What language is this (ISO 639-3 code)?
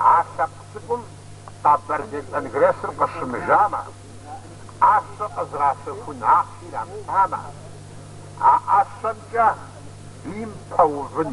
kbd